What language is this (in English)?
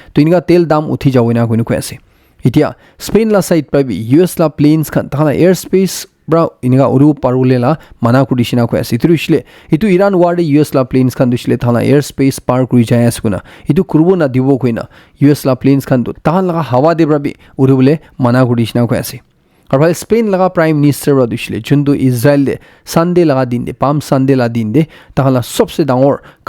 Naga Pidgin